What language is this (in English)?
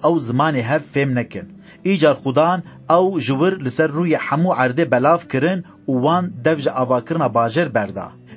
Kurdish